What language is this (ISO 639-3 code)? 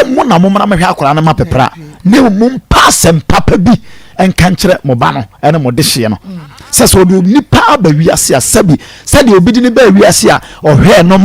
aka